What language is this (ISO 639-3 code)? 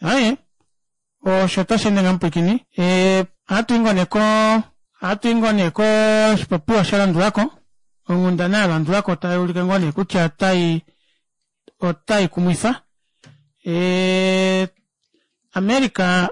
kua